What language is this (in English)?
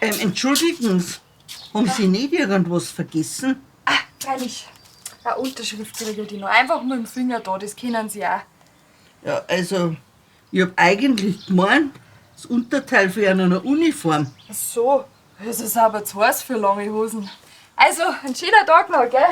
Bavarian